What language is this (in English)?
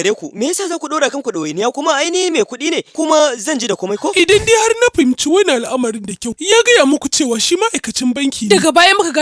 Hausa